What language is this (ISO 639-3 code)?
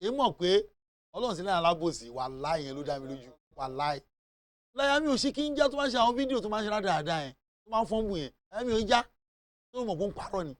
yor